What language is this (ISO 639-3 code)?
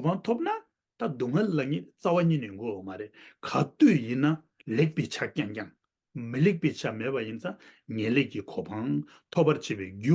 bod